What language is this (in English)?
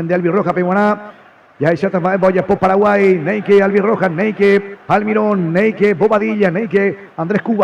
Guarani